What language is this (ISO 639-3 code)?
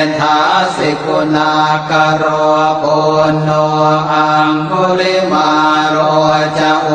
pli